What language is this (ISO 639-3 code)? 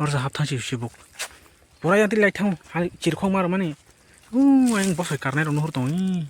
trp